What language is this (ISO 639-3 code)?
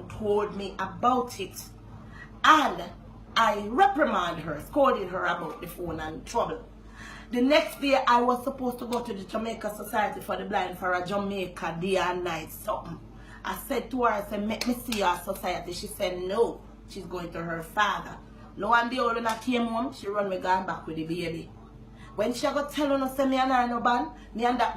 jam